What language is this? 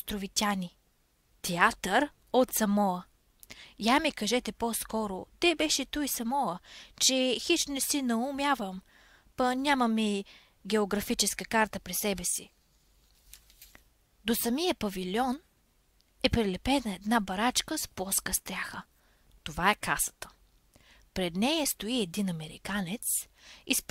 Bulgarian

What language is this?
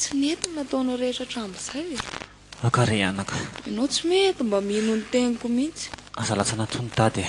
Malagasy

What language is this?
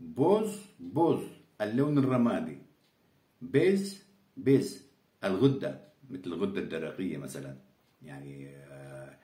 Karachay-Balkar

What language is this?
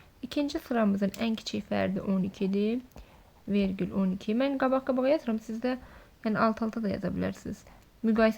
Azerbaijani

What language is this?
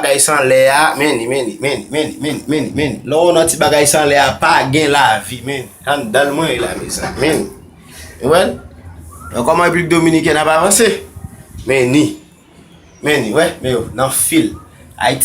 Haitian Creole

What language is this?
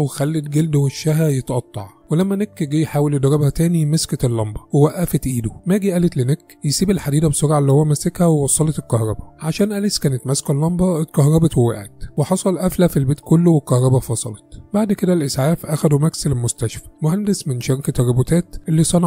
Egyptian Arabic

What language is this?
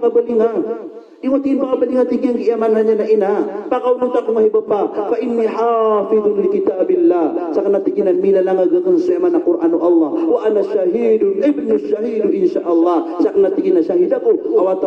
Maranao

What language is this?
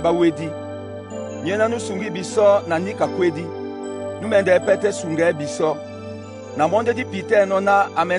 Duala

